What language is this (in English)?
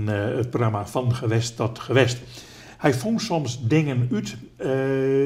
Western Frisian